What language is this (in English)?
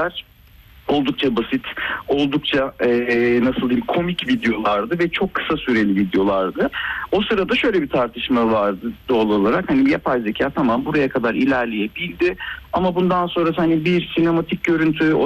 Turkish